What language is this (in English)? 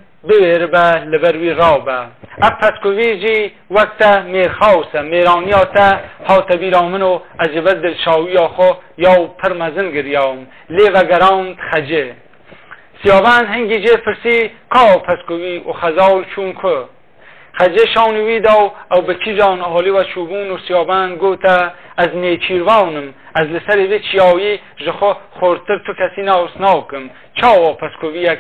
Kurdish